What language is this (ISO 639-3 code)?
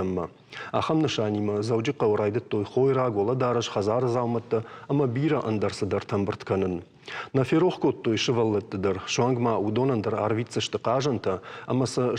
oss